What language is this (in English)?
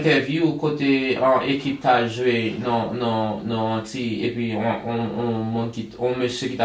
Haitian Creole